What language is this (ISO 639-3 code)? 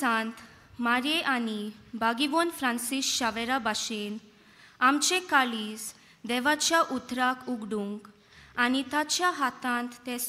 kok